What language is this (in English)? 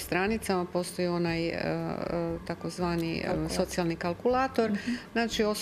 Croatian